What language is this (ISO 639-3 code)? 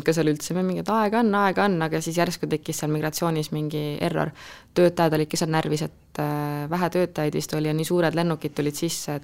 est